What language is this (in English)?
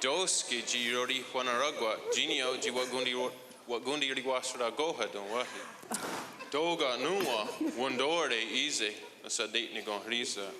Mohawk